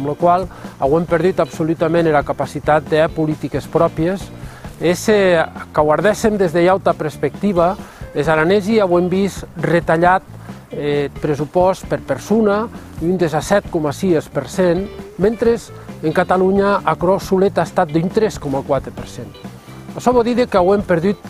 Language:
Occitan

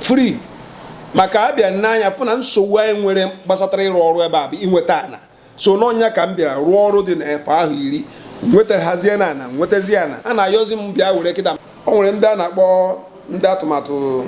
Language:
Igbo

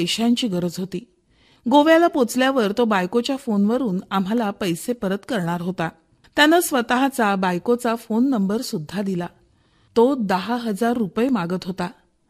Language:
Marathi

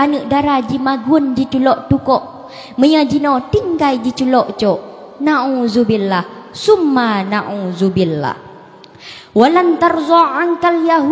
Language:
Achinese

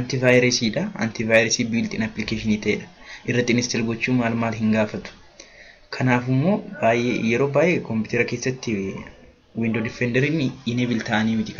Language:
Oromo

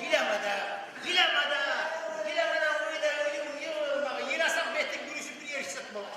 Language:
Kumyk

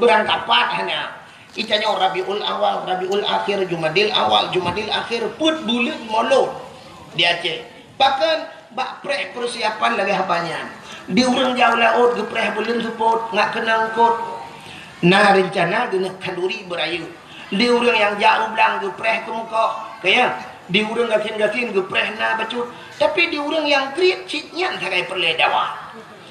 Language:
Achinese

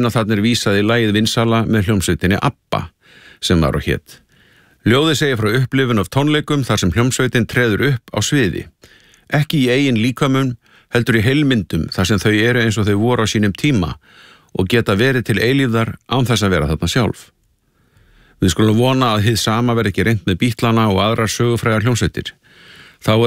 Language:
Icelandic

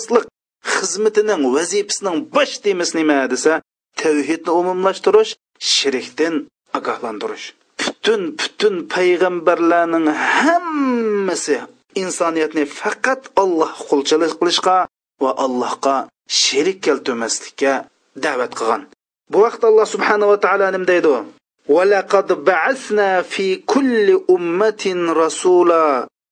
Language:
Uyghur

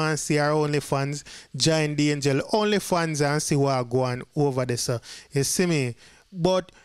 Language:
Jamaican Creole English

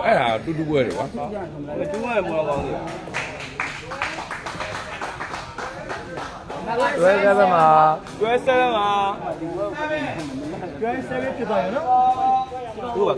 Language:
Burmese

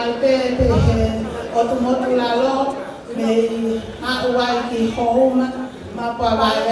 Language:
Tongan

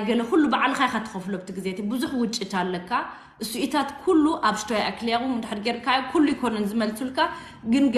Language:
Tigrinya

